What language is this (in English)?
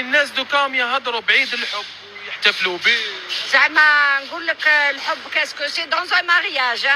Algerian Arabic